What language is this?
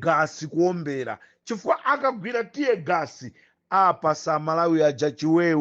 Nyanja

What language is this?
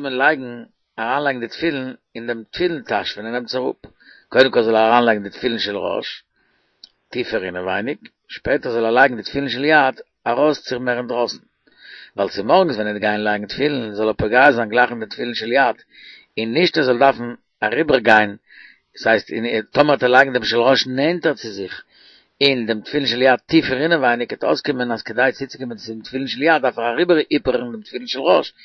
Yiddish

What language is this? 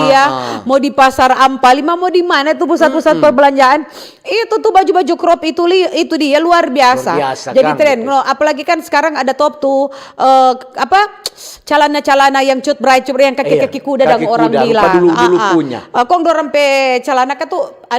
Manado Malay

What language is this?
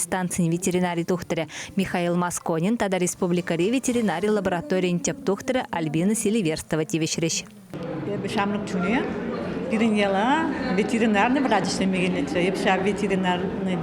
Chuvash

